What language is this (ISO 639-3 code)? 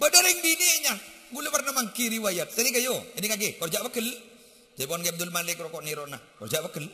mad